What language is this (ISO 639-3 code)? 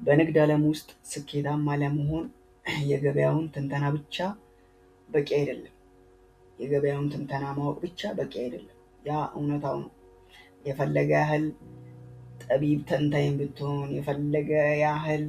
amh